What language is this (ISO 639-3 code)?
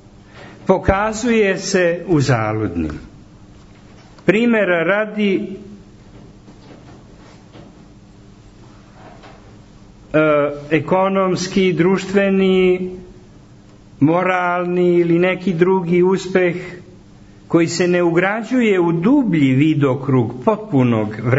srp